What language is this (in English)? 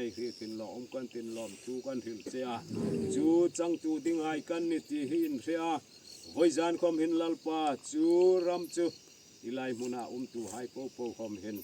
Hmar